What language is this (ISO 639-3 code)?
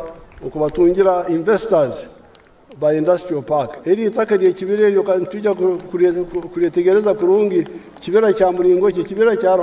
nyn